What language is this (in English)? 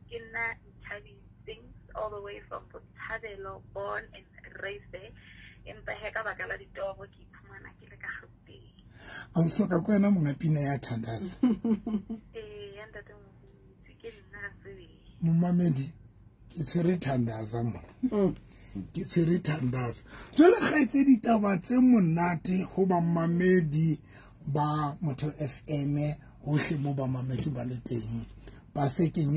Southern Sotho